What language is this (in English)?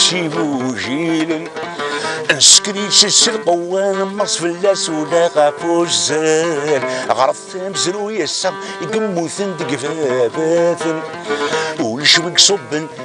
Kabyle